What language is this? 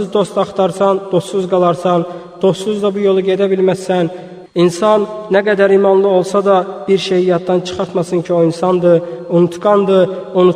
Azerbaijani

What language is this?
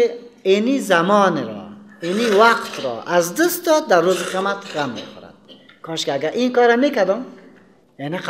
Persian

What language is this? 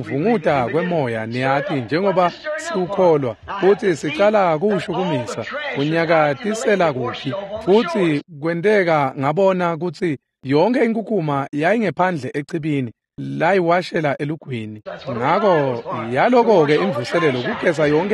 Swati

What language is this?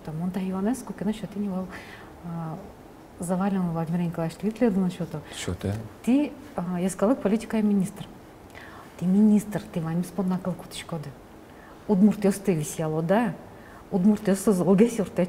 Udmurt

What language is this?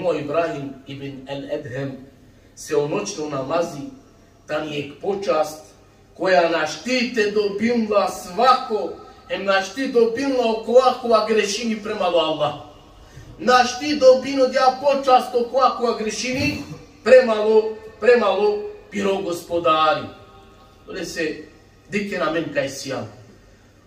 Balkan Romani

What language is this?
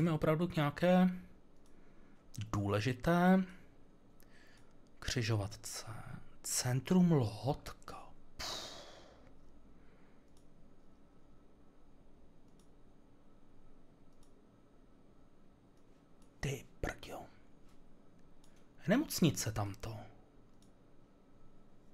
Czech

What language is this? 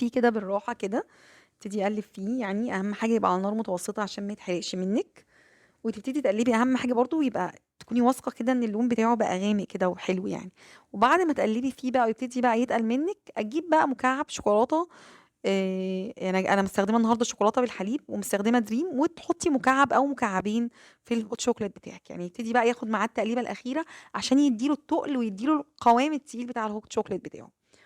Egyptian Arabic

